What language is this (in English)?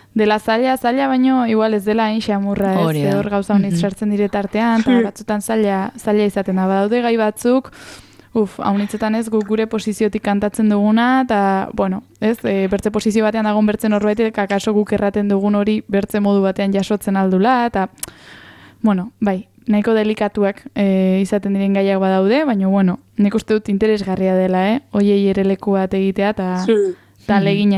Basque